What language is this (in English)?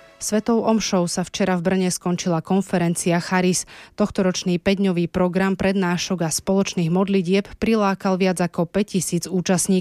Slovak